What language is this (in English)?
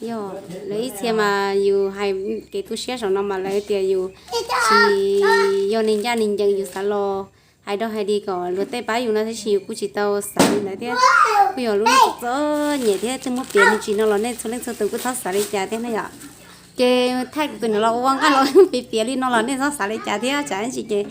Hmong